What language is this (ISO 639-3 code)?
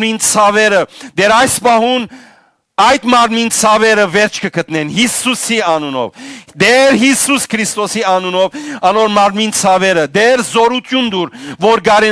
hyw